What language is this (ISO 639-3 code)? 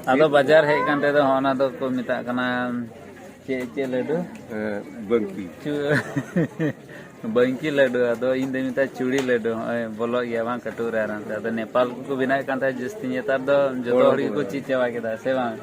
sat